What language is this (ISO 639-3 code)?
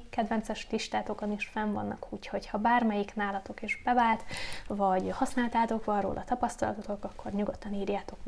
hun